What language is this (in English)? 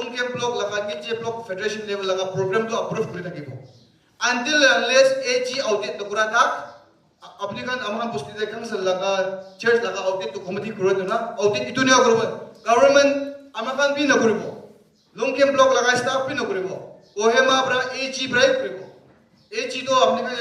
Naga Pidgin